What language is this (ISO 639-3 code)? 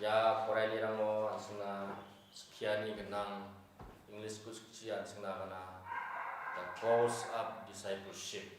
grt